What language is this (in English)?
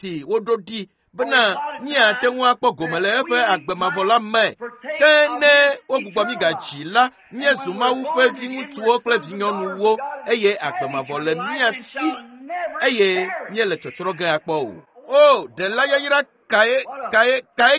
Ewe